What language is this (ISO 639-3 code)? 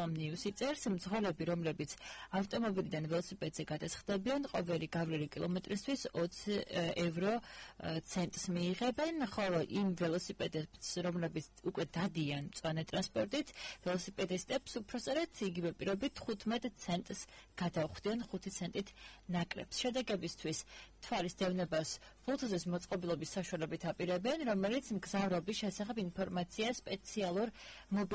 kat